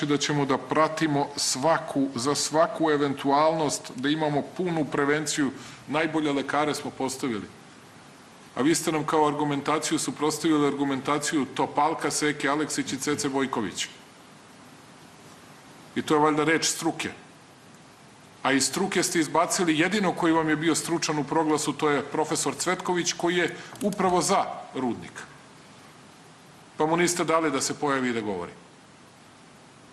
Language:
Serbian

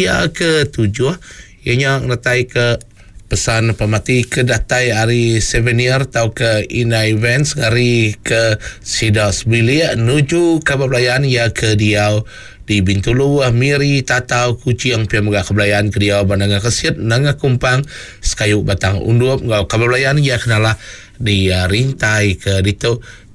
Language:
Iban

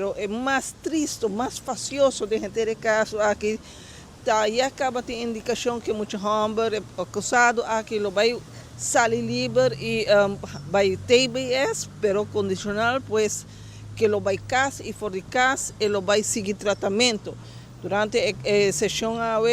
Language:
Papiamento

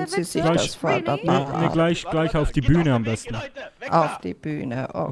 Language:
Swiss German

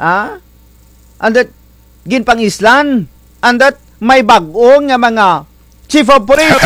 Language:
Kinaray-a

